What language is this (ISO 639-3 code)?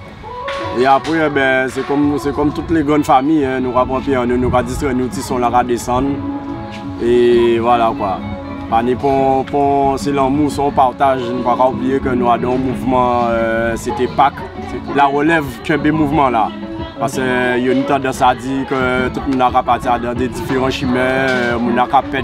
gcf